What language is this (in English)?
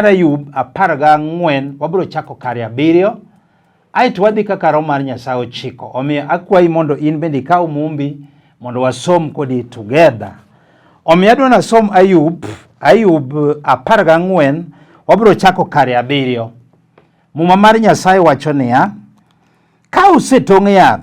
Luo (Kenya and Tanzania)